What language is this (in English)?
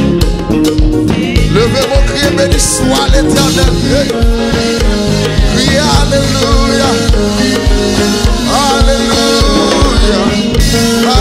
French